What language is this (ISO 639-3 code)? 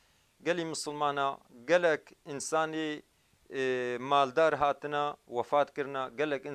kur